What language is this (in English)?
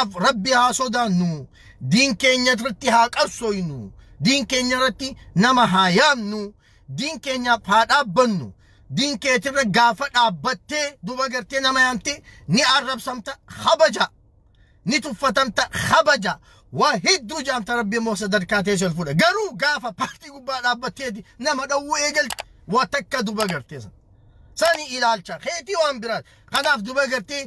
Oromo